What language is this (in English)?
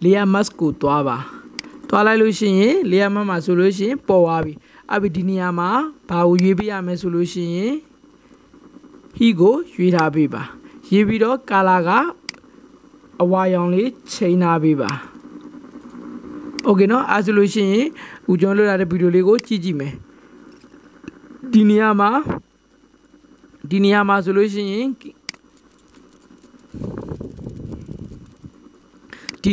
Burmese